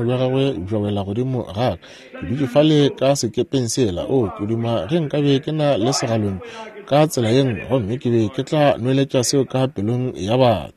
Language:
Northern Sotho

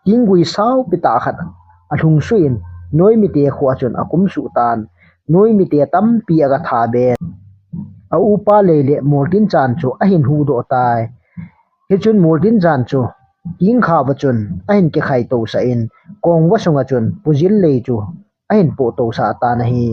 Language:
Thado Chin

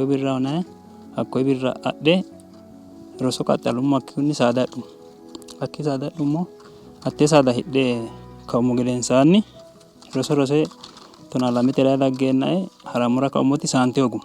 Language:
Sidamo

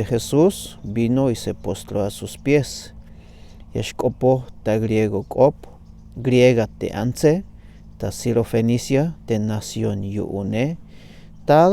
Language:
Tzeltal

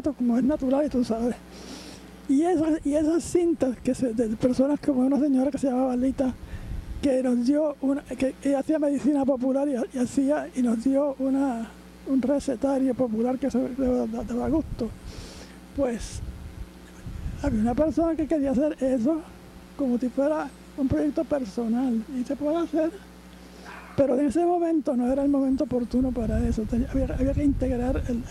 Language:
Spanish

